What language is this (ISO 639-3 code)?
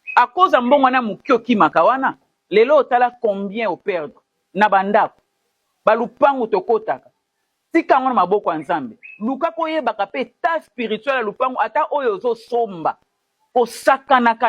lin